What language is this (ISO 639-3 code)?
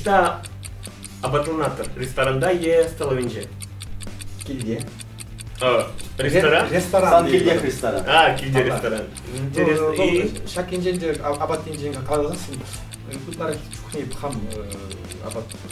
chv